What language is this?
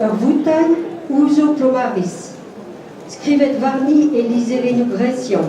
Breton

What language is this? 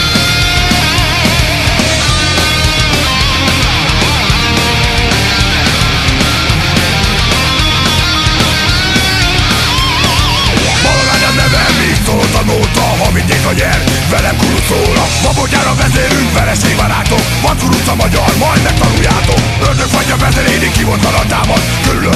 Hungarian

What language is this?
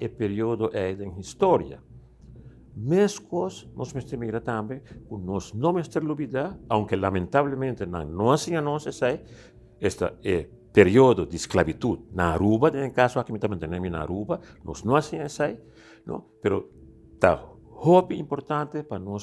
Papiamento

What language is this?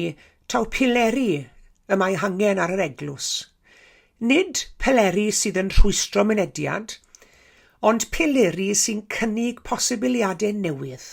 Welsh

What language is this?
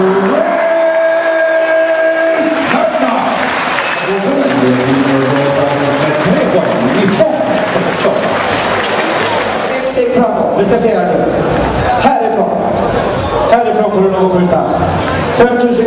Swedish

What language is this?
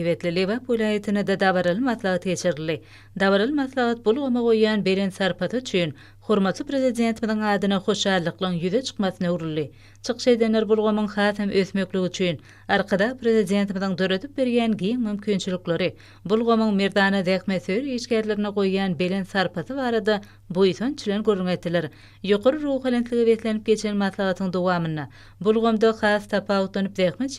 Turkmen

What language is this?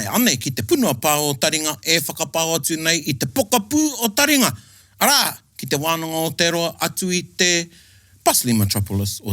Māori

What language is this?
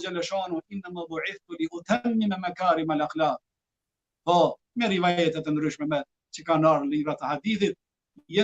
Albanian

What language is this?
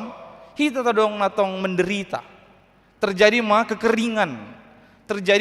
Batak Toba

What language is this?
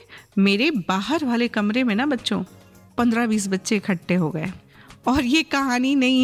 Hindi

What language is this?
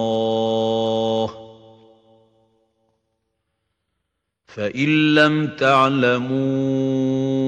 Arabic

